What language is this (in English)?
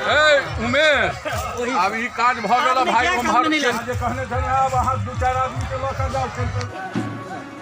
Maithili